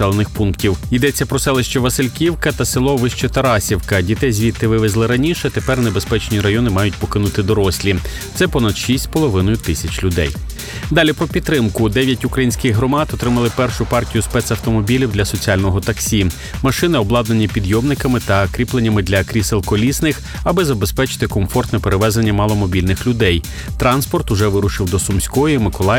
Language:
Ukrainian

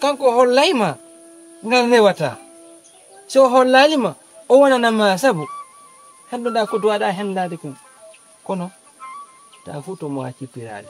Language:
Fula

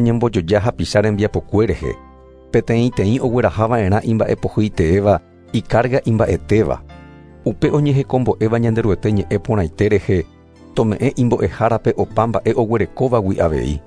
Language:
Guarani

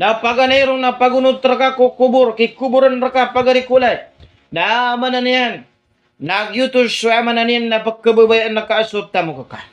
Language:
Maranao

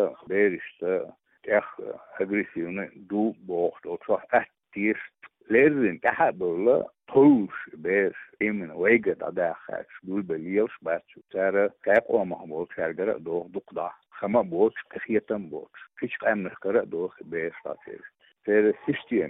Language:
Chechen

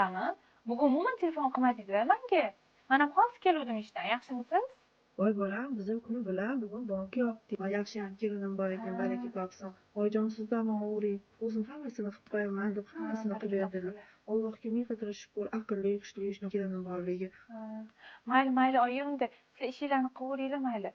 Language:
Uzbek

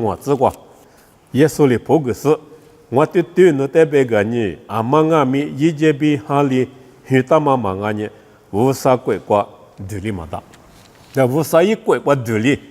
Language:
Lisu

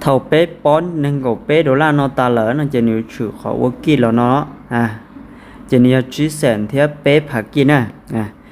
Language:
Lao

